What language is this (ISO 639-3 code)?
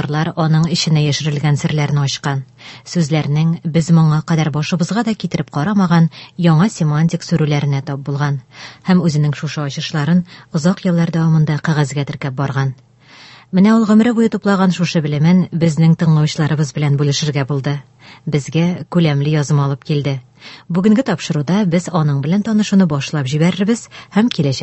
tat